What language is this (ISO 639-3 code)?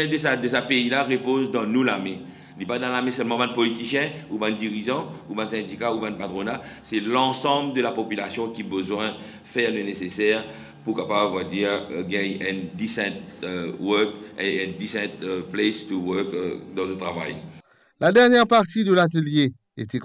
mfe